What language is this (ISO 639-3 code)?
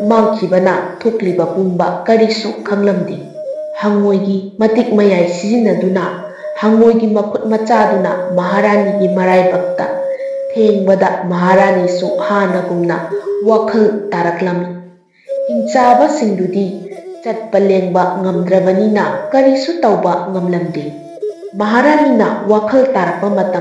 mni